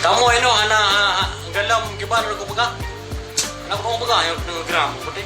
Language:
Achinese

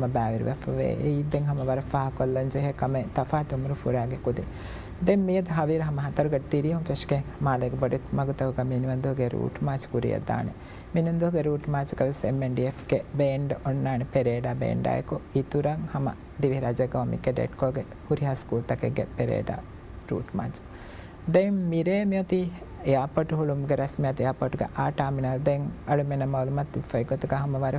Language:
Divehi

